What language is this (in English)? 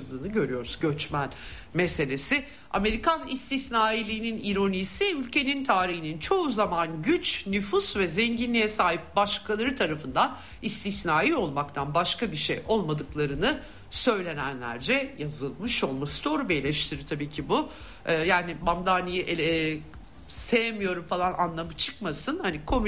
Turkish